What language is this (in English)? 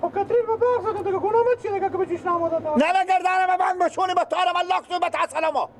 Persian